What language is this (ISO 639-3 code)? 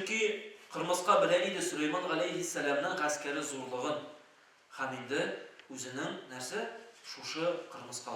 tat